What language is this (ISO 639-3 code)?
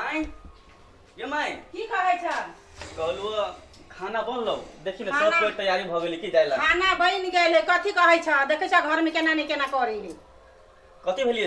mai